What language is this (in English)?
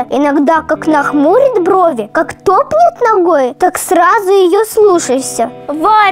Russian